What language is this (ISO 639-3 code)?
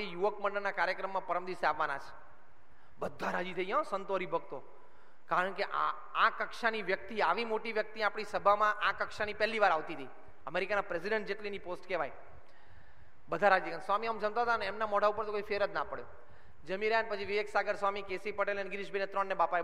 guj